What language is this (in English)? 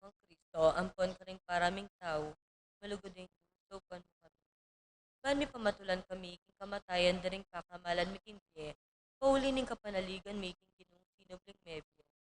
Pampanga